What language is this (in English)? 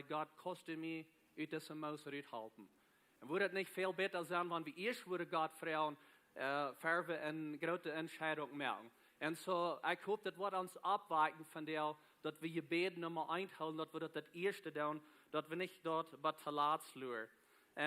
Plautdietsch